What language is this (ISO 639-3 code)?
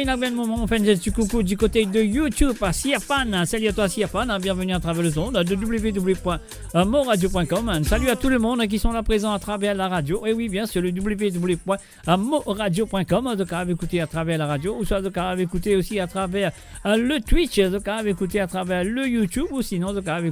mfe